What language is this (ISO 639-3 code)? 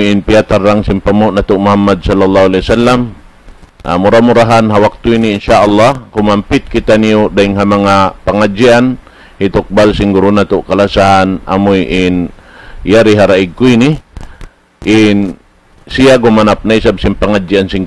tsg